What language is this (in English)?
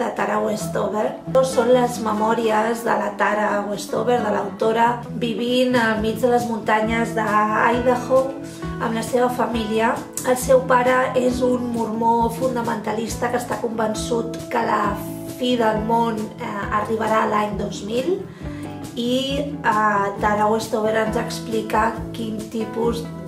Catalan